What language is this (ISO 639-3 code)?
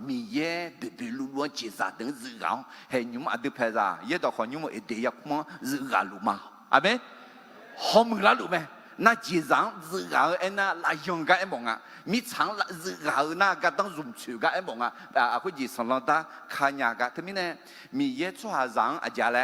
ahk